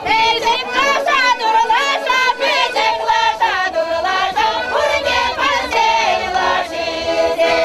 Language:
Chuvash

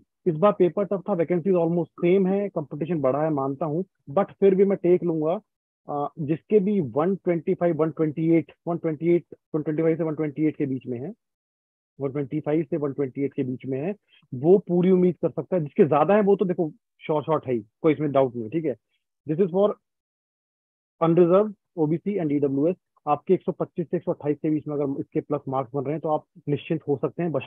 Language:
Hindi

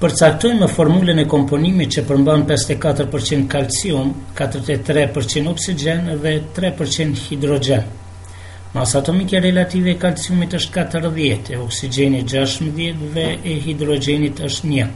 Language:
Albanian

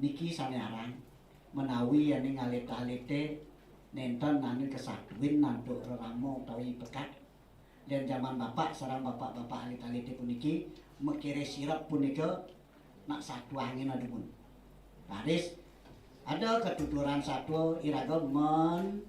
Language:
Balinese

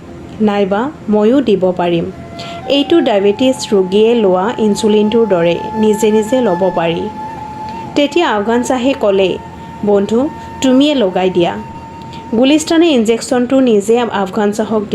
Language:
Assamese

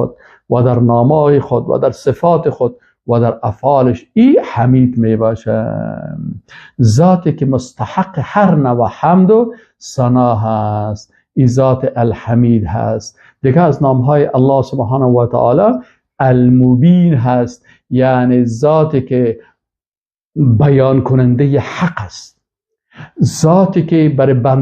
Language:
Persian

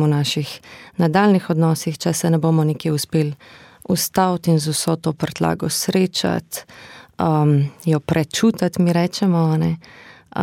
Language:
Slovenian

